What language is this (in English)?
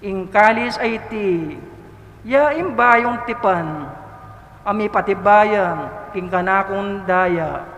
Pampanga